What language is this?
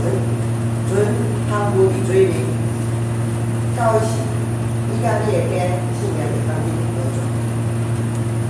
Min Nan Chinese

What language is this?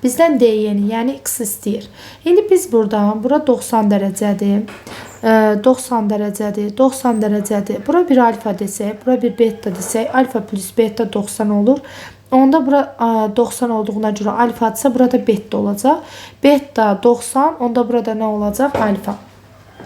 Azerbaijani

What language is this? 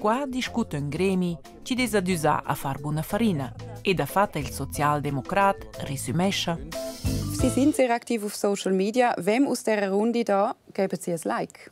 Romansh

